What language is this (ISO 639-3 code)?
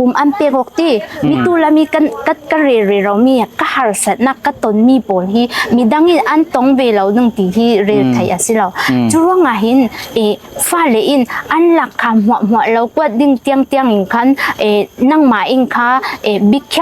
cfm